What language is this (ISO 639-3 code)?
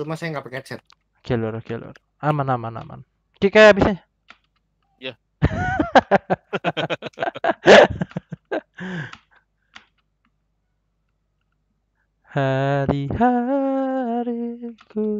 ind